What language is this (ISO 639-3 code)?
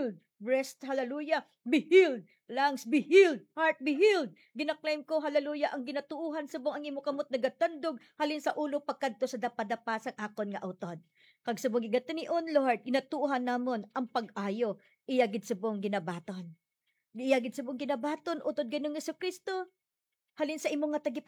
hil